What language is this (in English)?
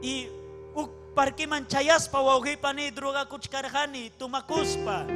Ayacucho Quechua